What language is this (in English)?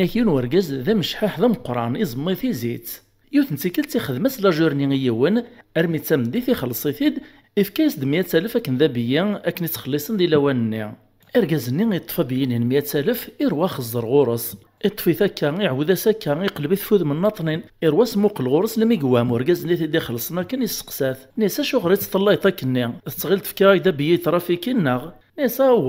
Kabyle